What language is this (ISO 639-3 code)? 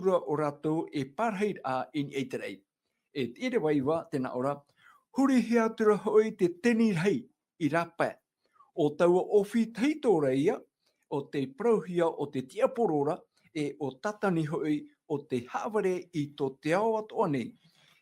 tah